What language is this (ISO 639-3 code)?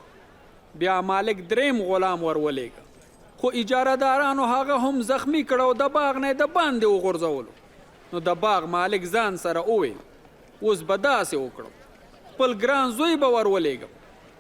pus